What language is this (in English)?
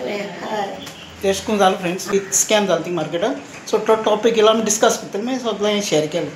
Konkani